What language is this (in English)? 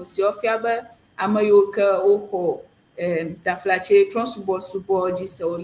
Ewe